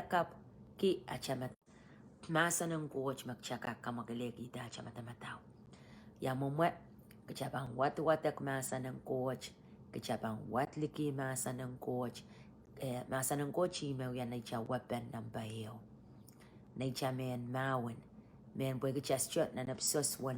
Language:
Pohnpeian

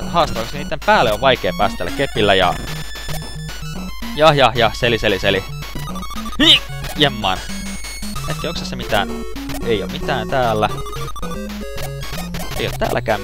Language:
Finnish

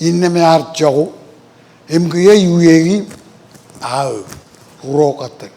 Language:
Marshallese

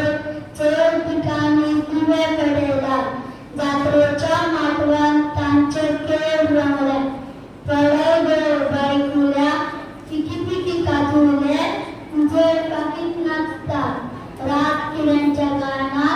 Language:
Konkani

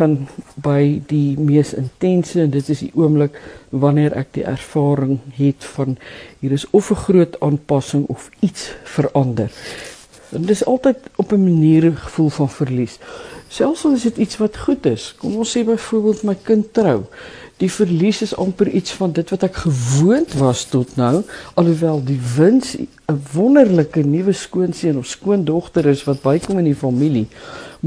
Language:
Afrikaans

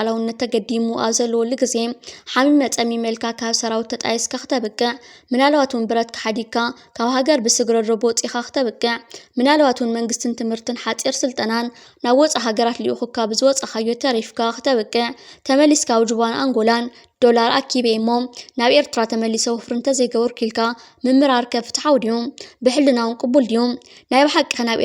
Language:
Tigrinya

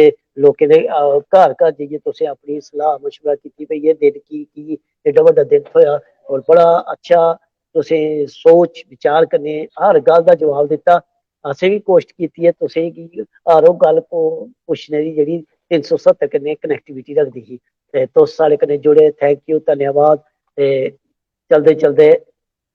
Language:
Dogri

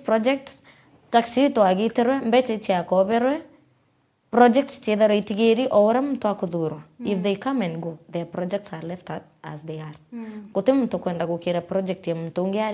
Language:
Meru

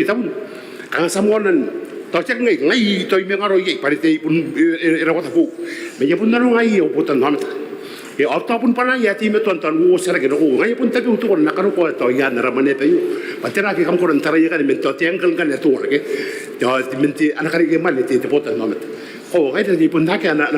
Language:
Gilbertese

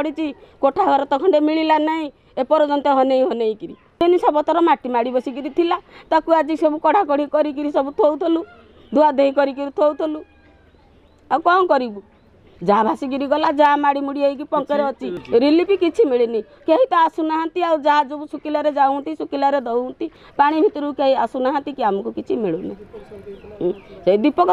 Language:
Odia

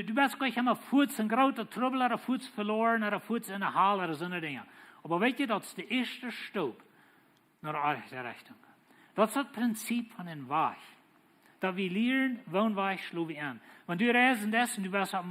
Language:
Plautdietsch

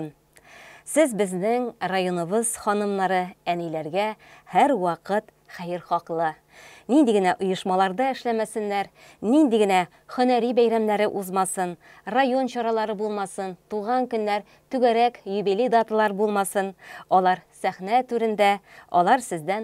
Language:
Tatar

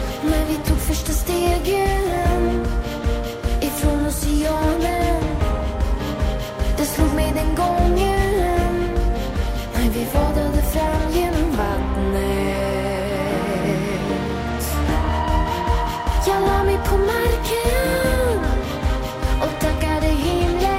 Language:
Swedish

